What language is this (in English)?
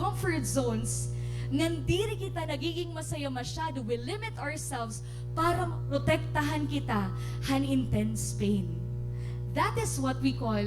Waray